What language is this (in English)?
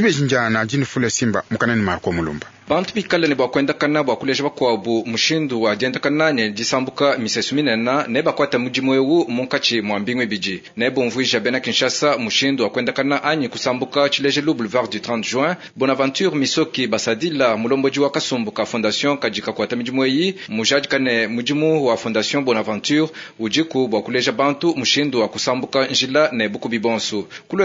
Luba-Lulua